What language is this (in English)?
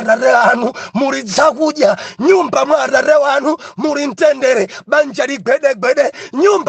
Nyanja